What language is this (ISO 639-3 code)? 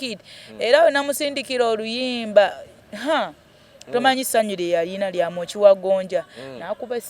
lug